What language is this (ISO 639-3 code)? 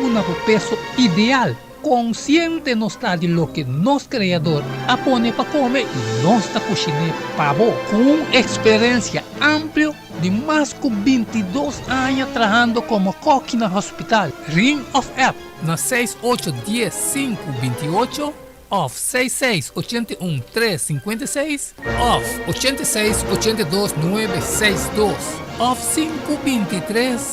pap